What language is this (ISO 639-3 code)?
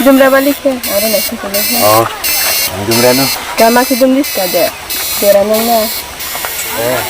ria